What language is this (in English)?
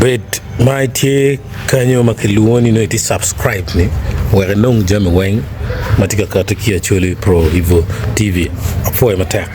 Acoli